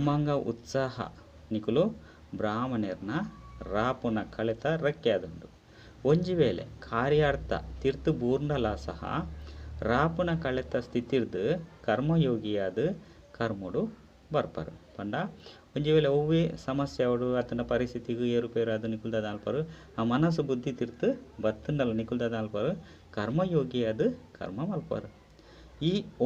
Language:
Tulu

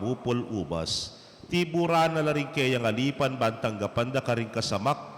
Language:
Pampanga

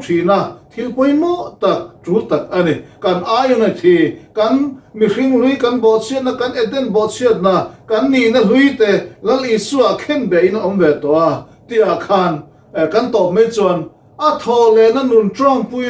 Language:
Mizo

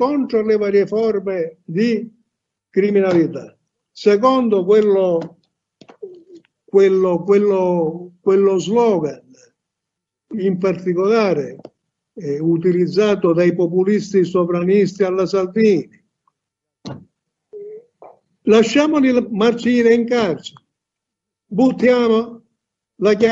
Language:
Italian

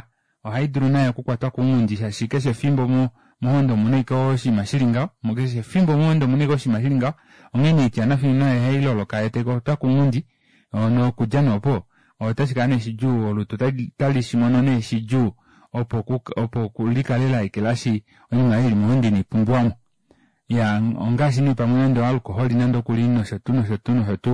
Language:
Kuanyama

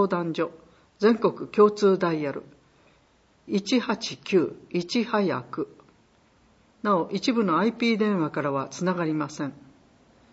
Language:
Japanese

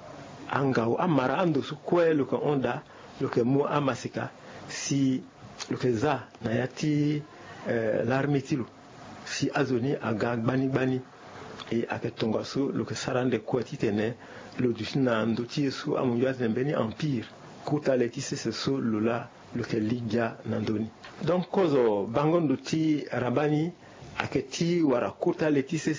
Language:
Sango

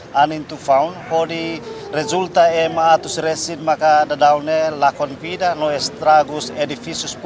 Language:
Tetum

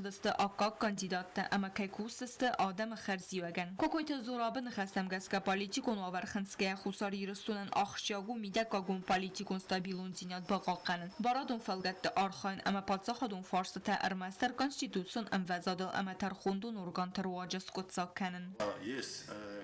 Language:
Ossetic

